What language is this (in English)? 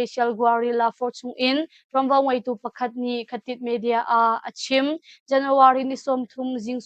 Hakha Chin